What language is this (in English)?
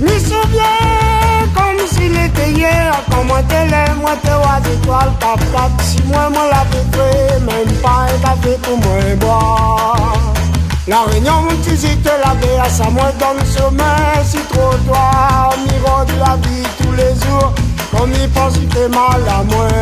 Réunion Creole French